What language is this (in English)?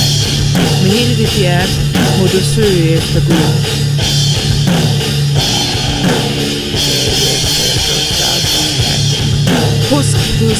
Danish